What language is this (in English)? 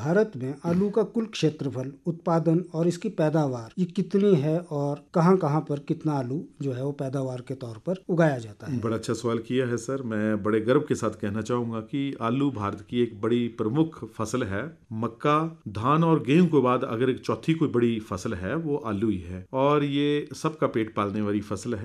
Hindi